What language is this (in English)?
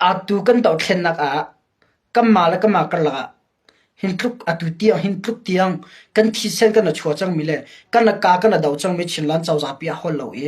Hakha Chin